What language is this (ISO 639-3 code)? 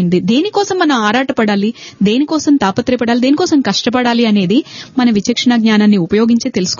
tel